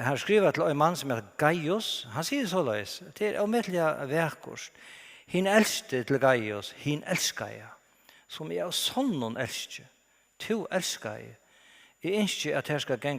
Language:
Faroese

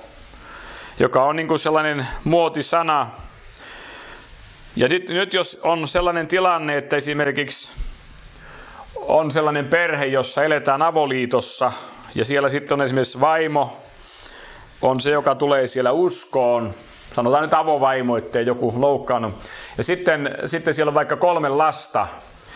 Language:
Finnish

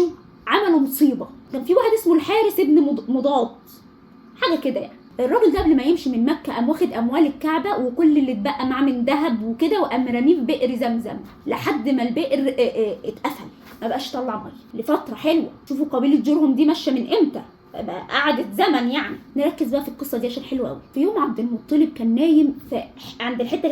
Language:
Egyptian Arabic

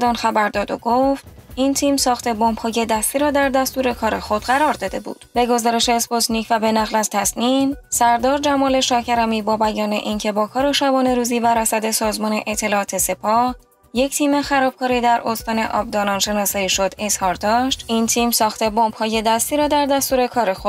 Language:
Persian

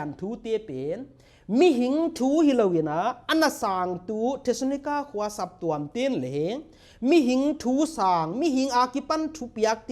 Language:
Paite Chin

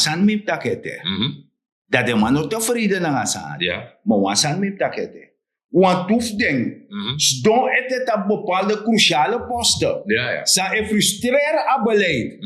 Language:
Sranan Tongo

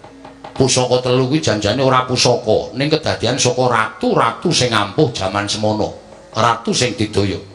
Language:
Javanese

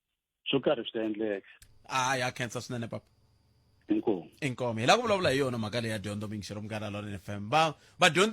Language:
Tsonga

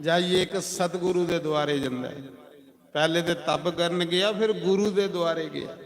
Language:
Dogri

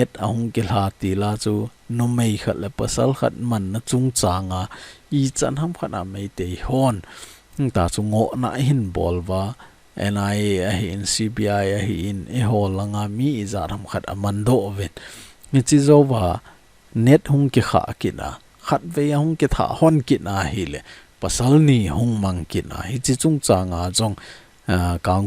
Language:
Thado Chin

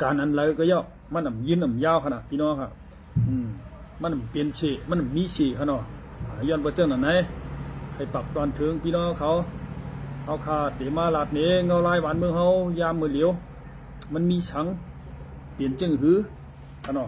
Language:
Shan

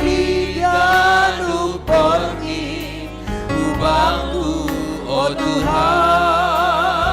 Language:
Batak Simalungun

